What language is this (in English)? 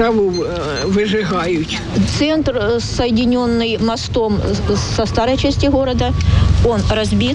Ukrainian